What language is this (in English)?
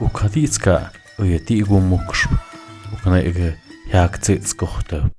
Tlahuitoltepec Mixe